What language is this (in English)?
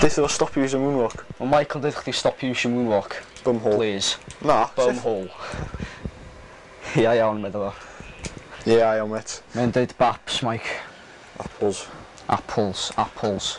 Welsh